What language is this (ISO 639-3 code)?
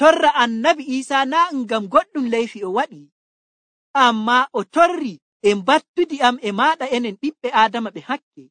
fuv